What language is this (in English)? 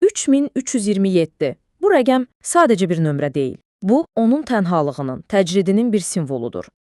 Azerbaijani